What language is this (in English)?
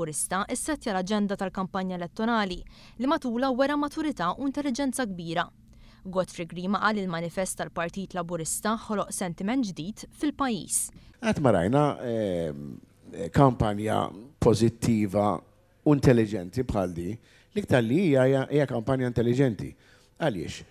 Maltese